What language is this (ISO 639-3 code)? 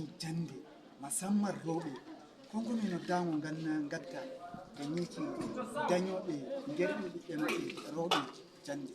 fuv